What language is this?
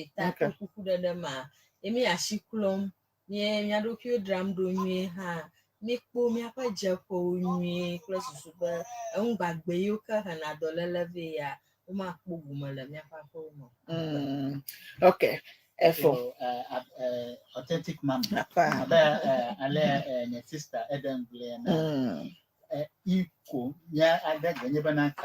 Ewe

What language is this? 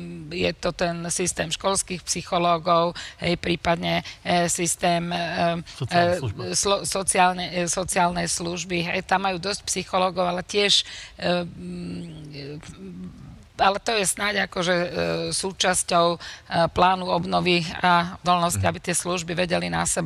Slovak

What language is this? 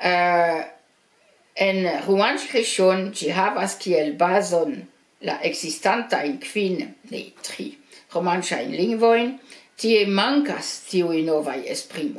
Esperanto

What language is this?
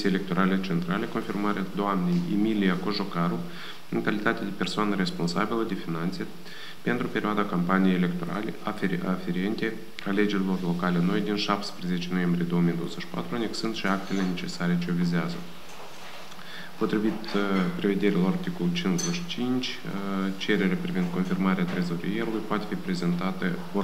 Romanian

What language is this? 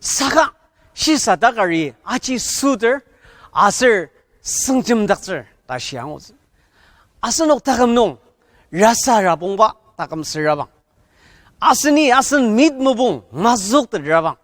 Ao Naga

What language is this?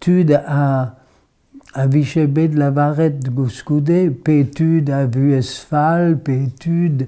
Breton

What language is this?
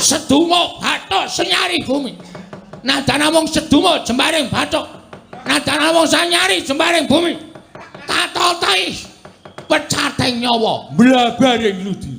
Javanese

